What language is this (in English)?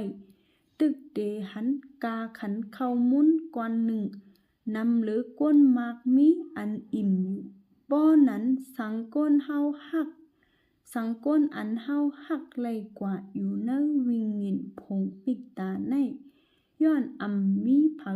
Shan